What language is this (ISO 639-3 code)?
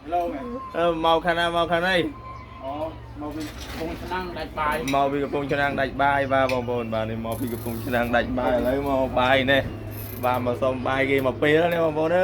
khm